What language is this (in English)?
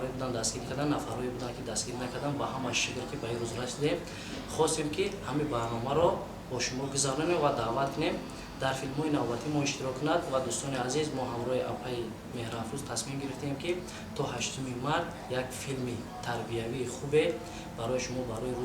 Tajik